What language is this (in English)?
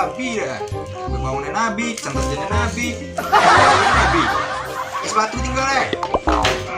Minangkabau